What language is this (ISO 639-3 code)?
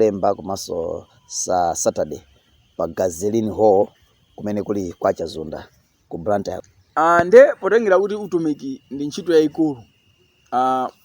nya